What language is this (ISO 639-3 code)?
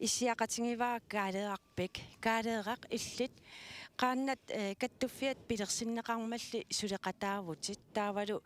kal